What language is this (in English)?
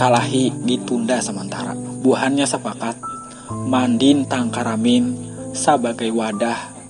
Banjar